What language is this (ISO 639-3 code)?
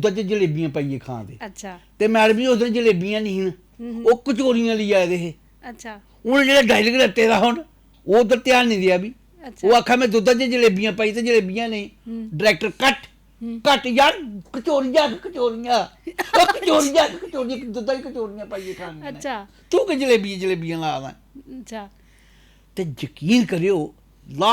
doi